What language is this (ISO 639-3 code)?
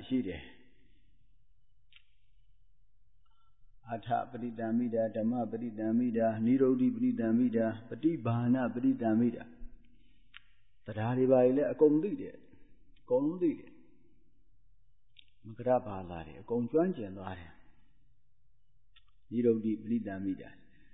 mya